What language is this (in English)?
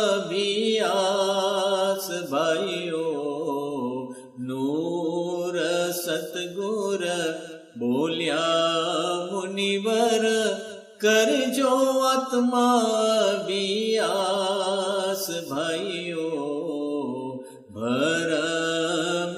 Gujarati